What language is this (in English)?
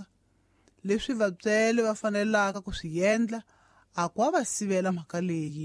Tsonga